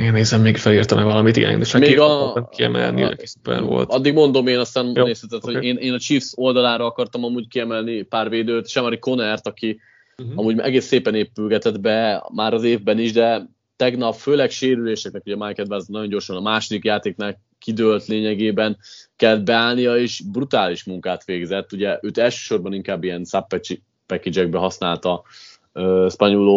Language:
Hungarian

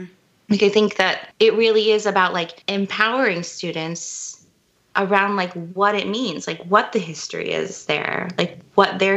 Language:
English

